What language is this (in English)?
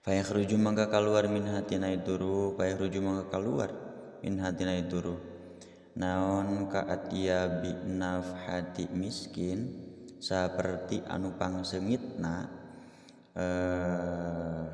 Sundanese